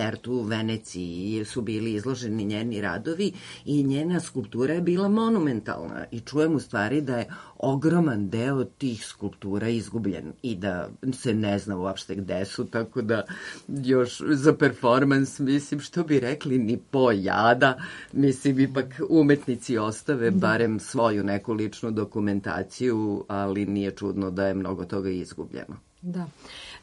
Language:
Serbian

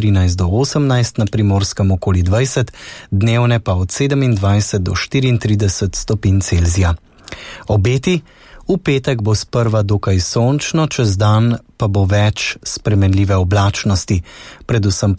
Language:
Slovenian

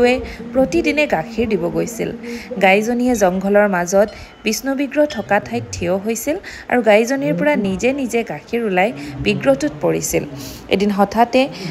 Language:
Assamese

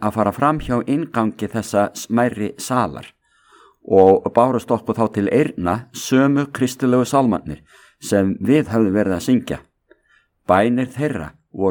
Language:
Icelandic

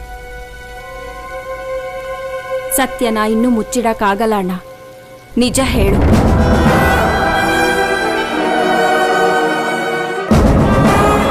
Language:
Kannada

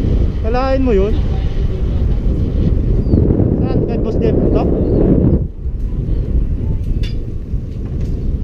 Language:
Filipino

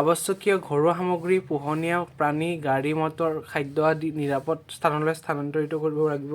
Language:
Assamese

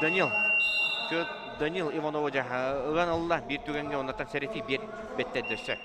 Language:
Yakut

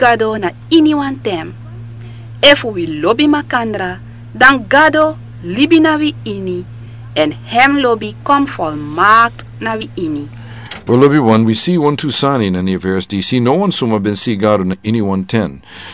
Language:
Sranan Tongo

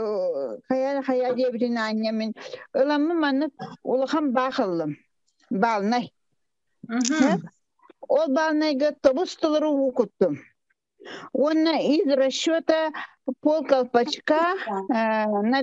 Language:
Yakut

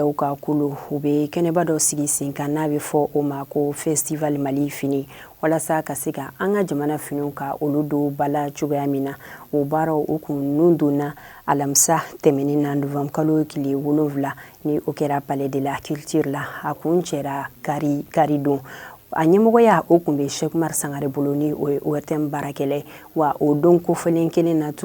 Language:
Bambara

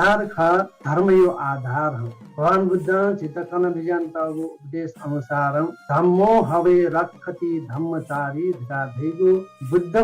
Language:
Newari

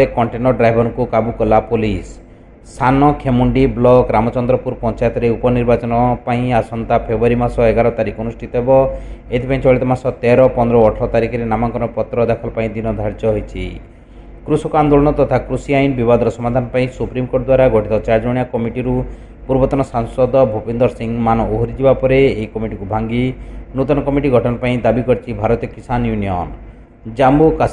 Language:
Odia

